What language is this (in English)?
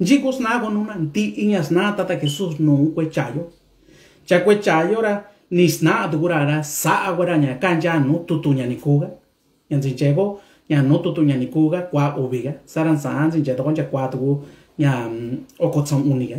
Mixtepec Mixtec